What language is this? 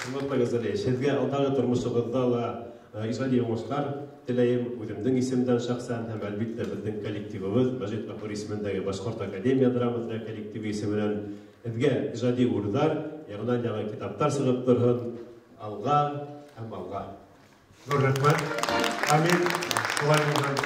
Bashkir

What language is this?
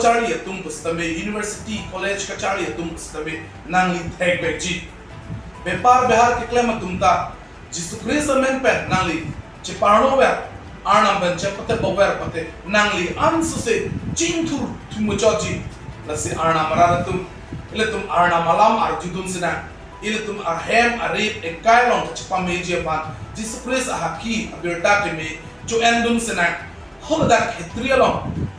Karbi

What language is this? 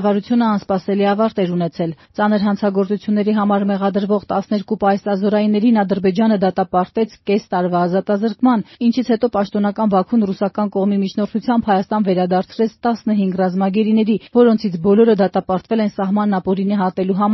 Armenian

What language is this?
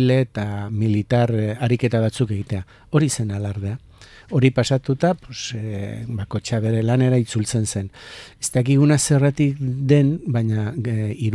Basque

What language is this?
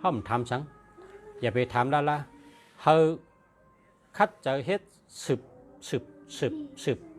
Shan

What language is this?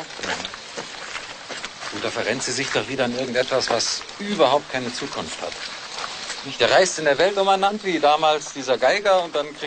German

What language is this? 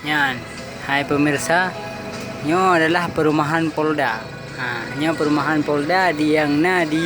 Achinese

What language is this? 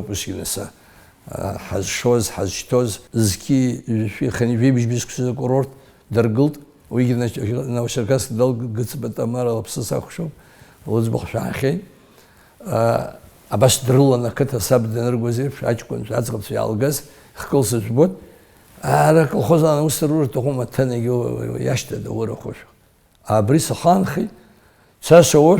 Abkhazian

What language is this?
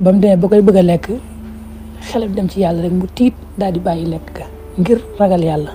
Wolof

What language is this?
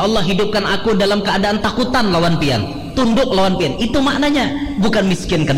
Banjar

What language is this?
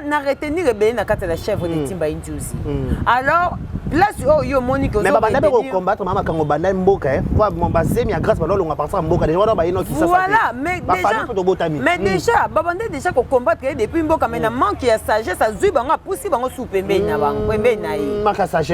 Lingala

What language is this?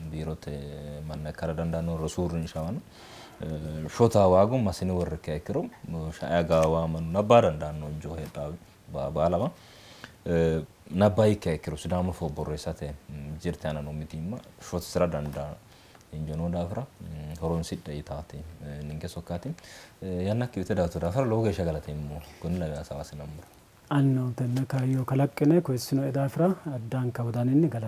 Sidamo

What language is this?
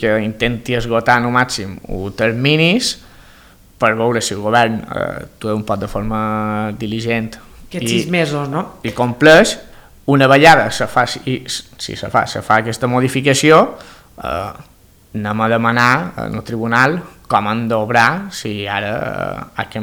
Catalan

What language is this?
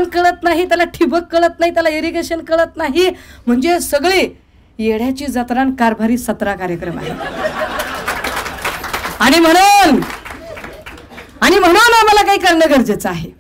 Marathi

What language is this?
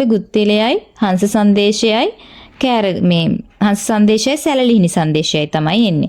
Sinhala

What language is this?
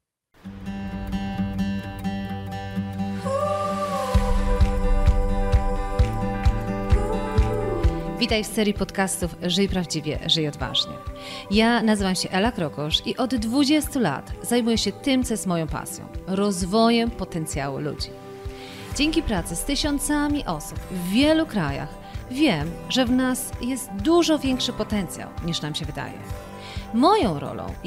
Polish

